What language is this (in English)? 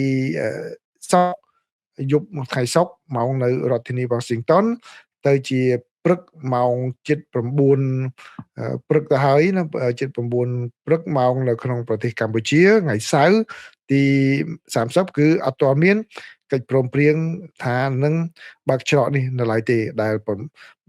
Khmer